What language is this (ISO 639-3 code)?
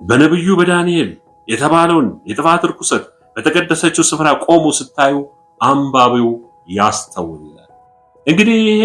amh